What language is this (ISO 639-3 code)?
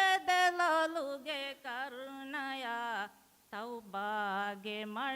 div